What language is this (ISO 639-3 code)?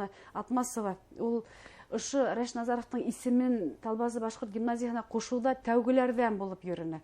bak